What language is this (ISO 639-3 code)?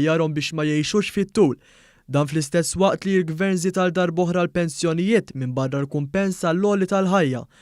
mlt